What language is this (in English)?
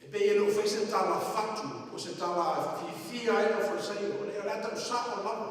Samoan